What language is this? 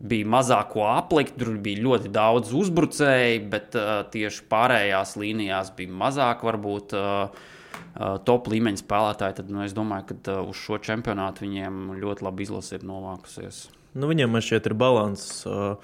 Latvian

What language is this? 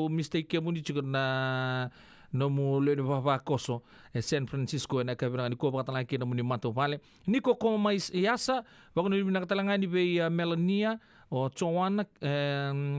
Fijian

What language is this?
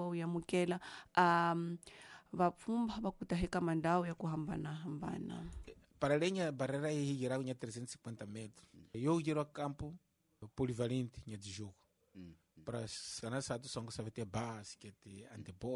Tsonga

